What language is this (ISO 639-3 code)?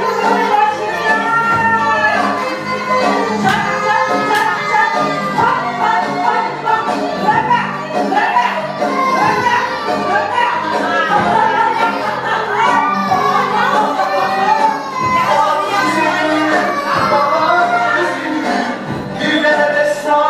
tur